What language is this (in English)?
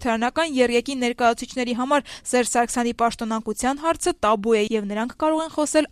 Armenian